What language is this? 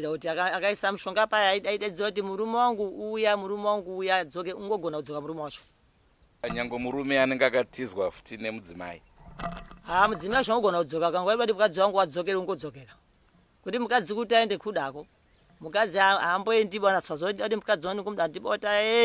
Shona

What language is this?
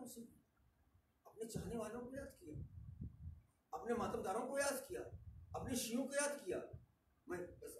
Urdu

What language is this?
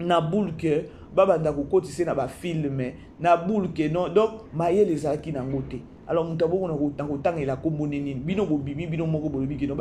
Lingala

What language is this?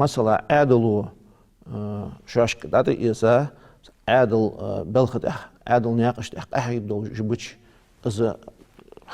Ingush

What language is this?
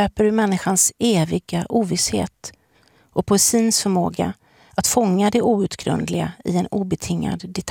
Swedish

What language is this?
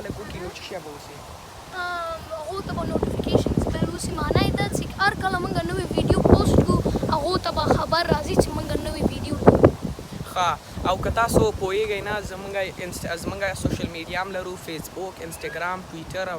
Pashto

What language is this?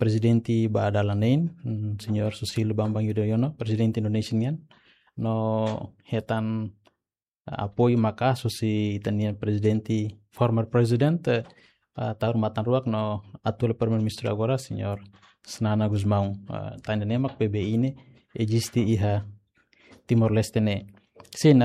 Tetum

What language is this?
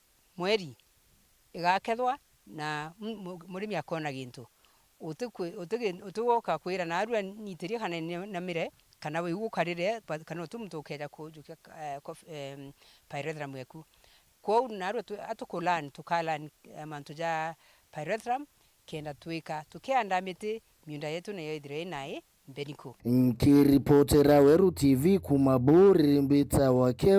Meru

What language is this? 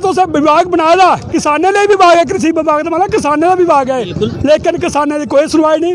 Dogri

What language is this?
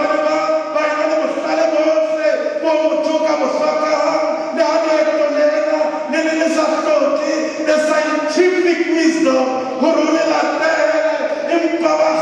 Southern Sotho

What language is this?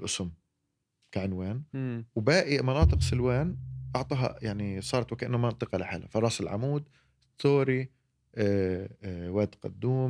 North Levantine Arabic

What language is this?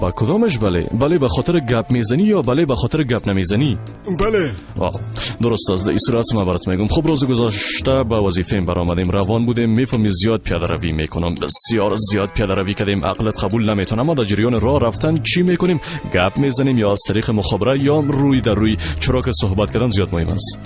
Persian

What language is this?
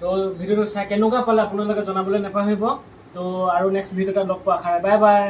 Assamese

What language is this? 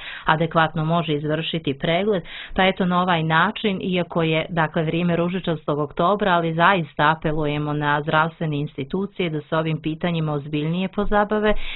Bosnian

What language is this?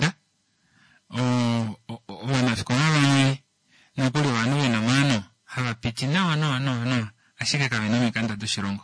Kuanyama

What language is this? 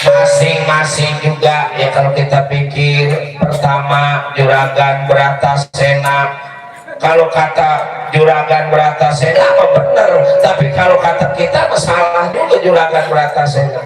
Betawi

